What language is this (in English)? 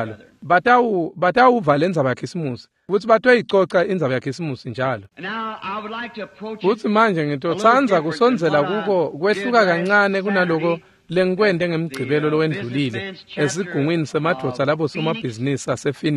Swati